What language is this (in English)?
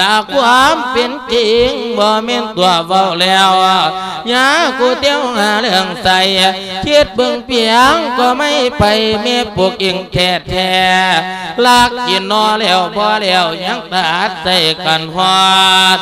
Lao